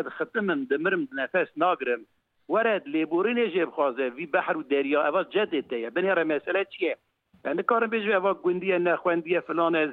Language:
Kurdish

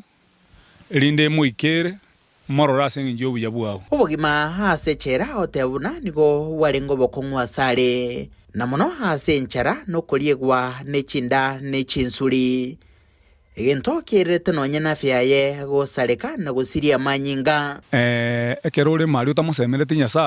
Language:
Gusii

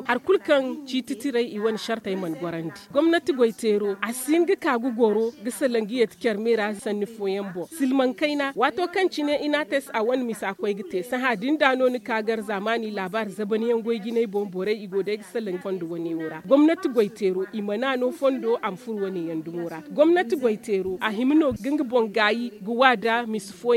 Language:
Zarma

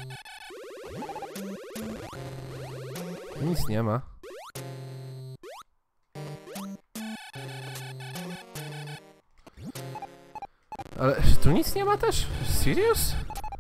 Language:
Polish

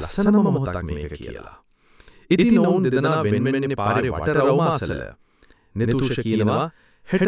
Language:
Sinhala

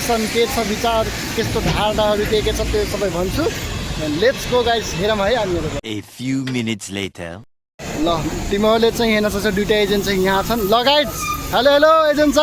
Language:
Nepali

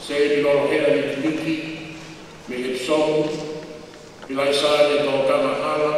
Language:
Tongan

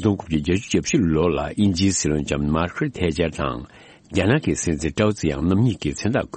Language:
Tibetan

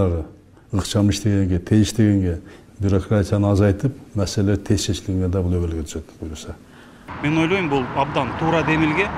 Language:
Kyrgyz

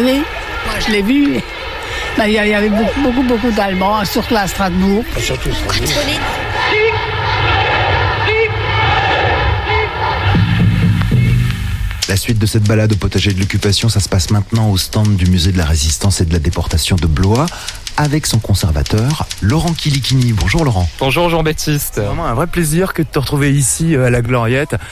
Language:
French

